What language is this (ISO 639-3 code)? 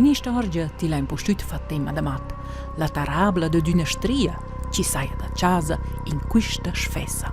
roh